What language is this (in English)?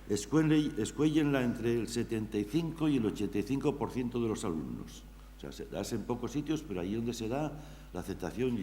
Asturian